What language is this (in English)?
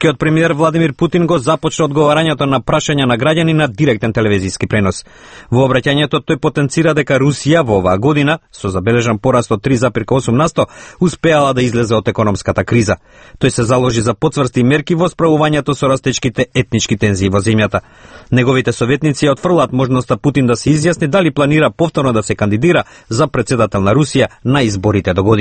Macedonian